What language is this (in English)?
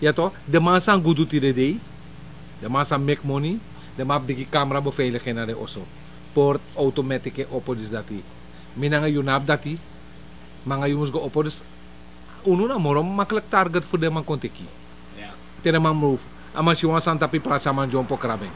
Sranan Tongo